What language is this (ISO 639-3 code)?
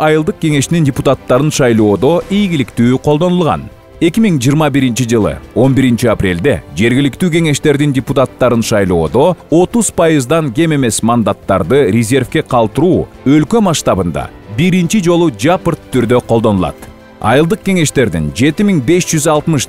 kir